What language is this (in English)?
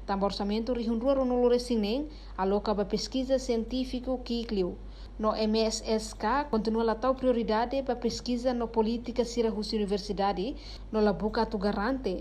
Tetum